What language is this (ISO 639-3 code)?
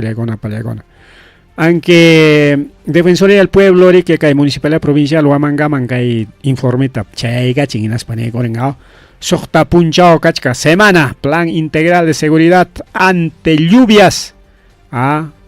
quy